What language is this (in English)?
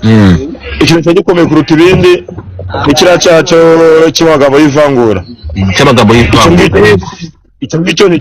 Kinyarwanda